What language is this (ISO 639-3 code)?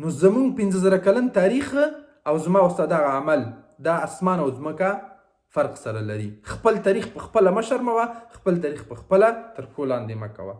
pus